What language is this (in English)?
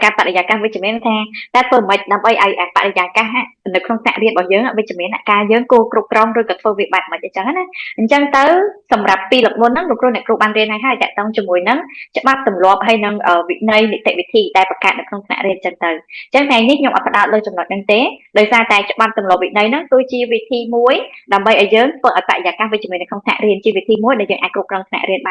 Khmer